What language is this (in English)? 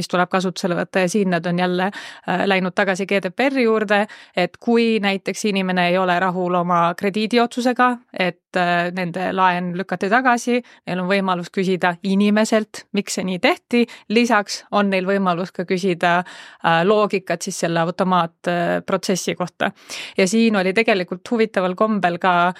Estonian